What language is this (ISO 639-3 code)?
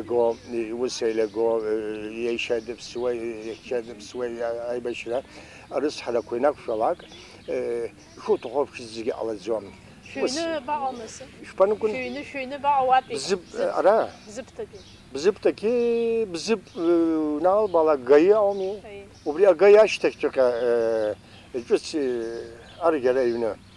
abk